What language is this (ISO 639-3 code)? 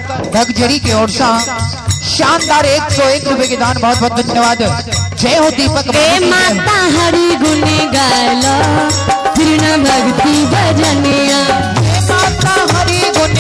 hin